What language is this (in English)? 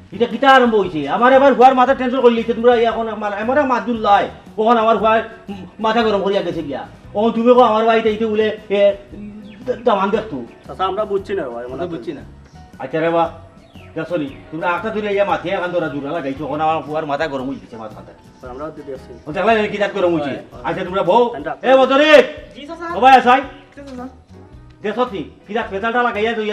Sylheti